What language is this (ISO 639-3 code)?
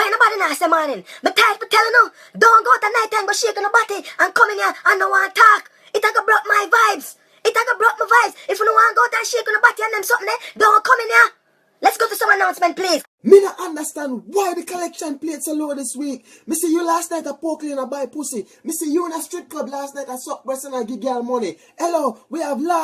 jam